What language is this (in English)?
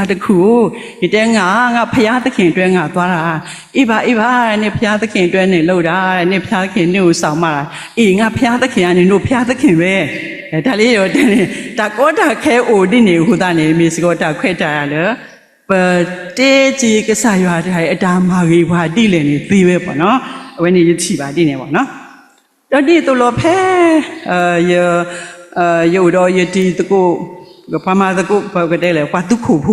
S'gaw Karen